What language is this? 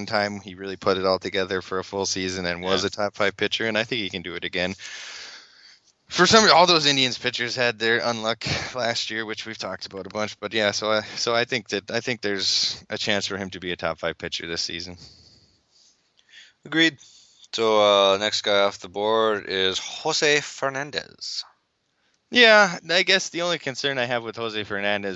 English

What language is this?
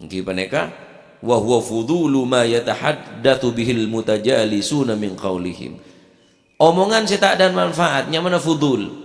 Madurese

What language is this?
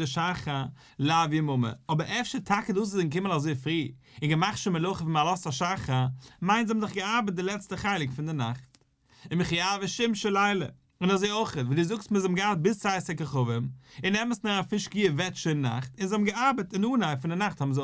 Yiddish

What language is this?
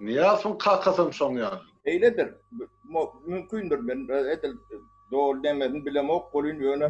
Turkmen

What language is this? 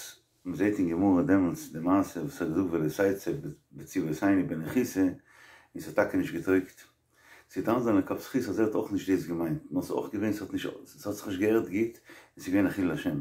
Yiddish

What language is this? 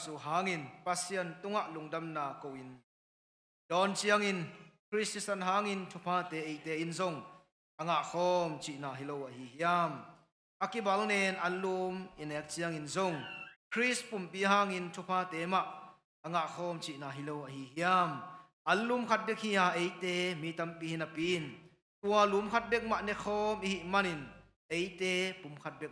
Tedim Chin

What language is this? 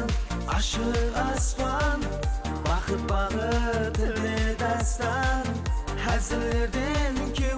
Kara-Kalpak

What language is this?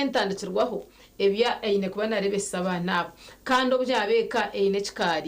Nyankole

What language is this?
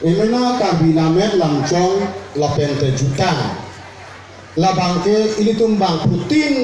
Karbi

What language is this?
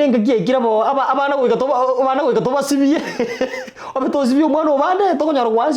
Gusii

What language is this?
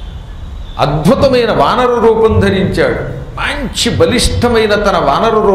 Telugu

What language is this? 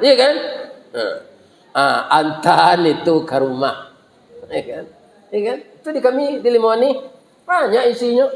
Minangkabau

